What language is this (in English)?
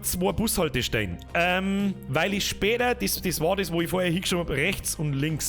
Bavarian